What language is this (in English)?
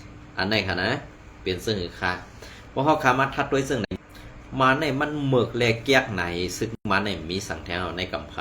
Shan